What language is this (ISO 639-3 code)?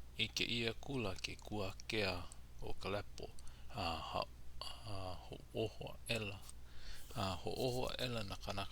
haw